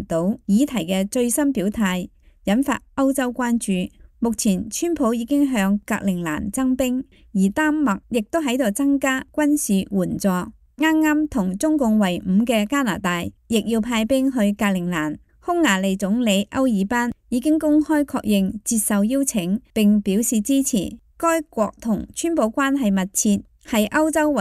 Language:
Cantonese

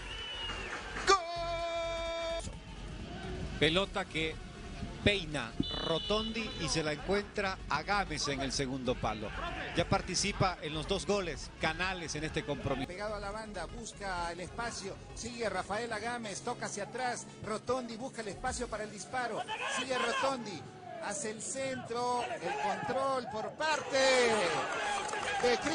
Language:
Spanish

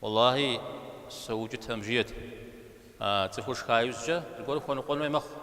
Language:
Kabardian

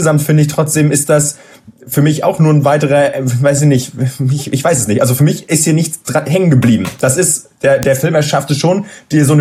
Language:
German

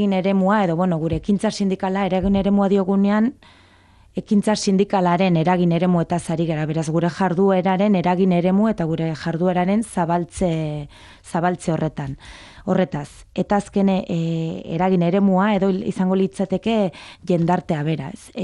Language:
Basque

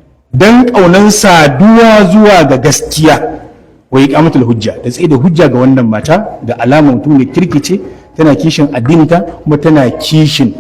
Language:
Hausa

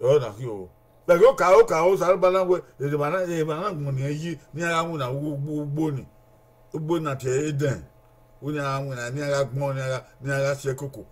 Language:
Bini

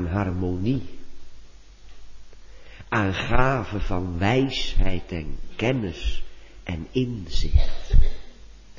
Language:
Dutch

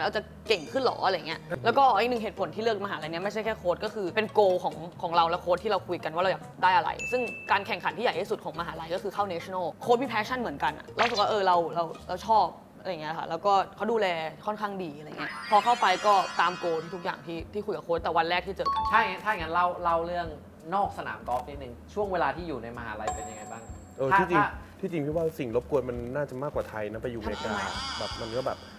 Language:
Thai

